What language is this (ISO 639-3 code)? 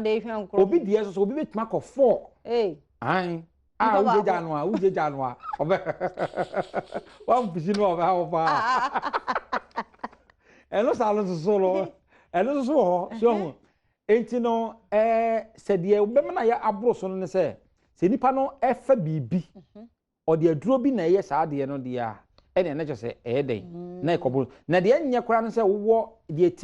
aka